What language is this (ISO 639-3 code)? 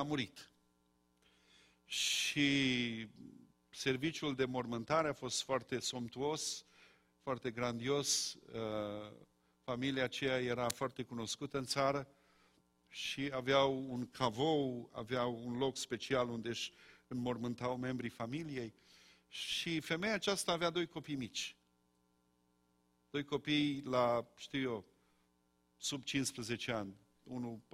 ron